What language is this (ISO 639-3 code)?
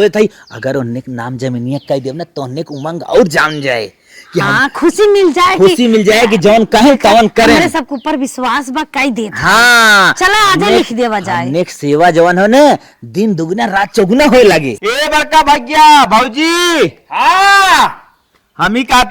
awa